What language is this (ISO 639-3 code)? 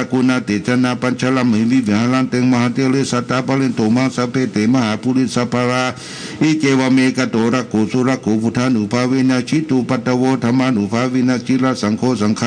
pli